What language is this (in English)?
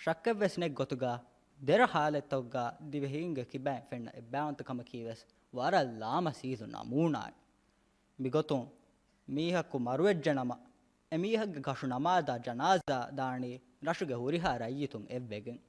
Divehi